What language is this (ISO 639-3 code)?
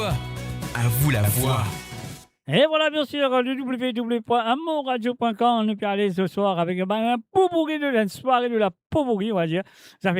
mfe